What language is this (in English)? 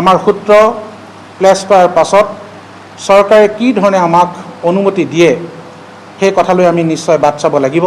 Assamese